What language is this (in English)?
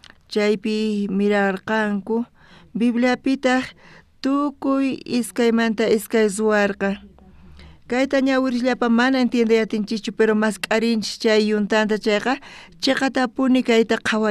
South Bolivian Quechua